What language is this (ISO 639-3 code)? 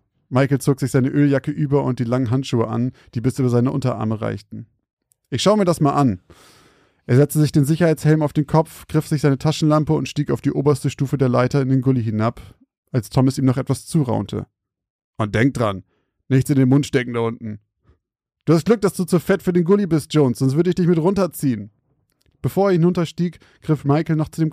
deu